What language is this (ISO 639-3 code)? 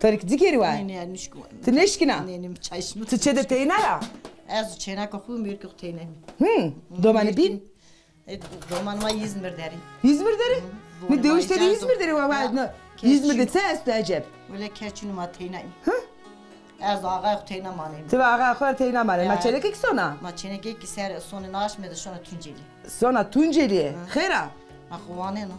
zza